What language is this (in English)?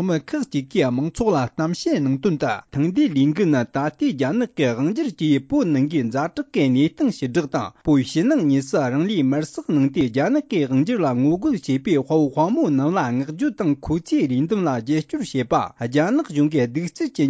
Tibetan